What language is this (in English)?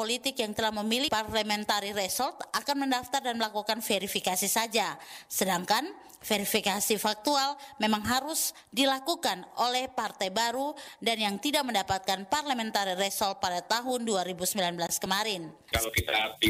Indonesian